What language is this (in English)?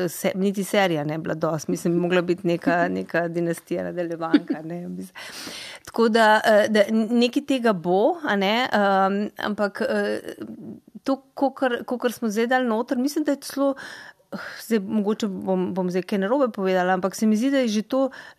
Slovenian